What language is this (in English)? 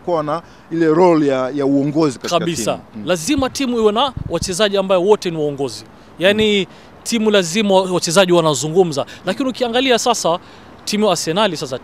Swahili